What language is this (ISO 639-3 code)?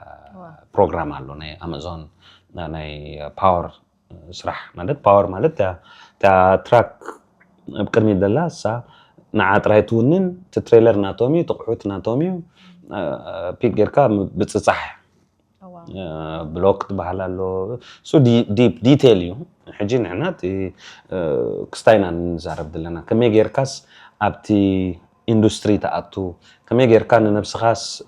tir